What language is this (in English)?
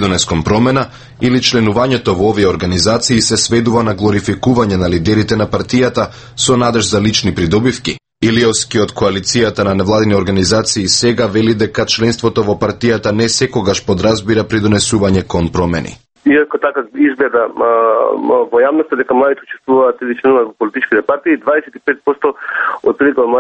Macedonian